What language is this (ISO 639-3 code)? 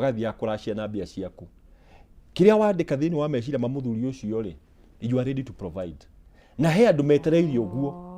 kik